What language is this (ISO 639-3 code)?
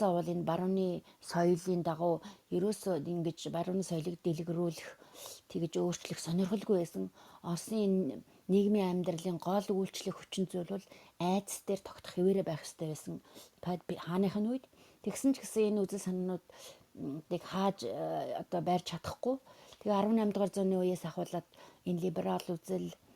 mon